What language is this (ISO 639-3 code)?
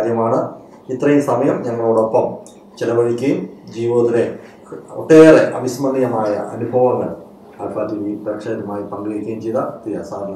mal